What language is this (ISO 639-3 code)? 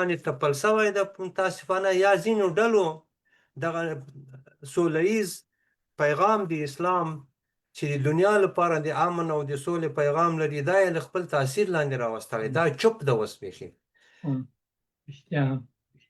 pus